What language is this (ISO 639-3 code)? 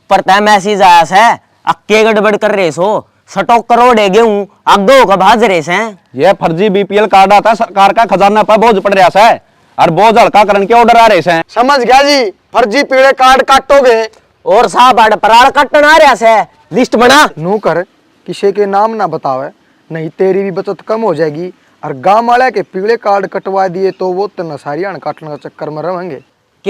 bgc